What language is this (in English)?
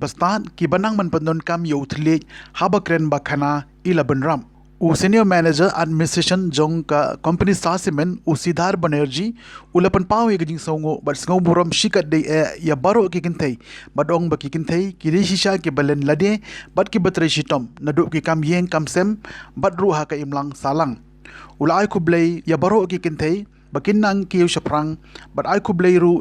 Khasi